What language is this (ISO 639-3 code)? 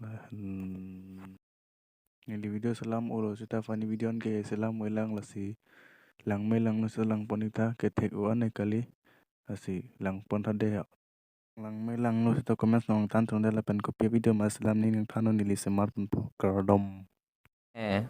mjw